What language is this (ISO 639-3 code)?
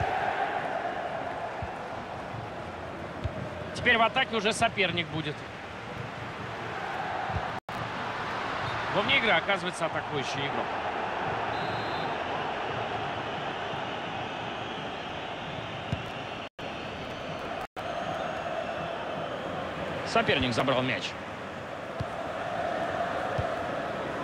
rus